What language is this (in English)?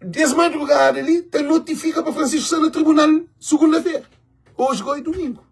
Kabuverdianu